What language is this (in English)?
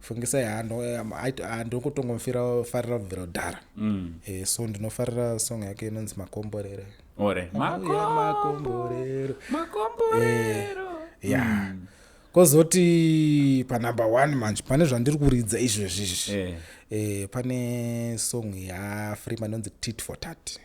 Shona